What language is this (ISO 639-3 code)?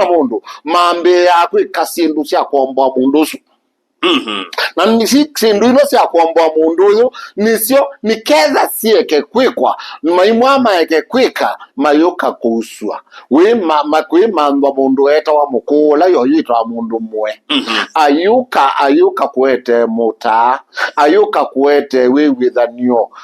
kam